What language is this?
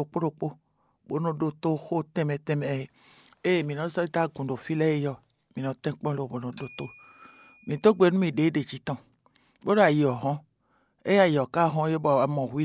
Fon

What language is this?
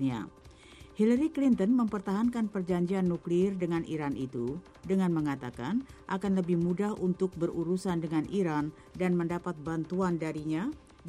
Indonesian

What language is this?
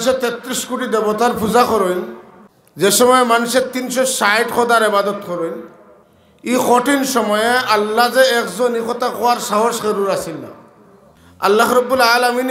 Sylheti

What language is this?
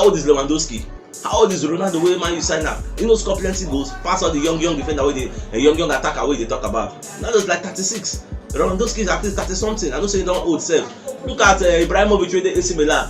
Nigerian Pidgin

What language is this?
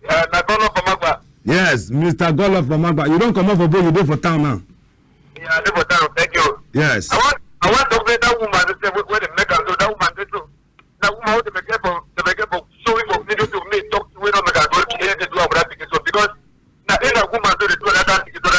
Cameroon Pidgin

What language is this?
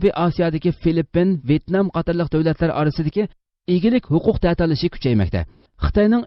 Uyghur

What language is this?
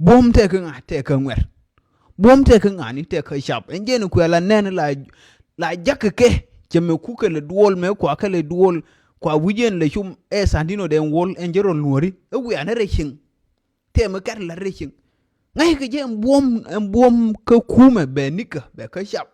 Nuer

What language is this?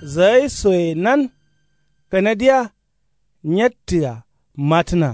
Kanuri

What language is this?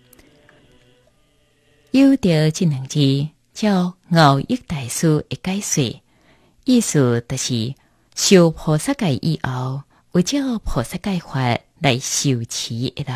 Chinese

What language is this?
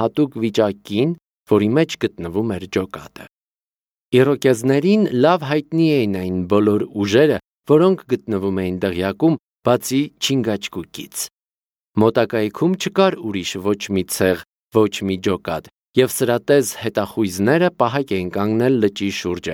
Armenian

